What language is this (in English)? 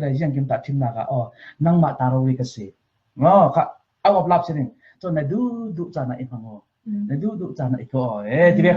Falam Chin